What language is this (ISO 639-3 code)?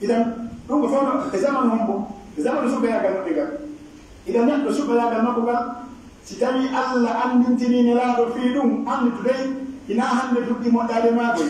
fuf